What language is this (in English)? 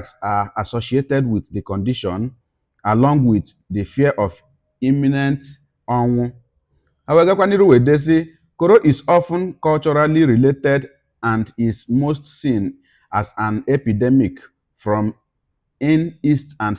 Igbo